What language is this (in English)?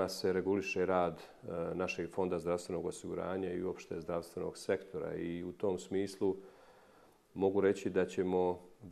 Bosnian